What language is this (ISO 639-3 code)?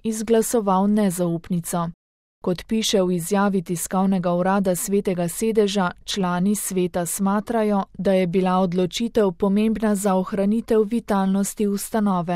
slv